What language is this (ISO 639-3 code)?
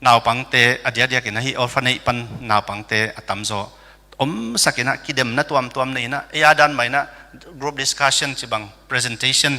ctd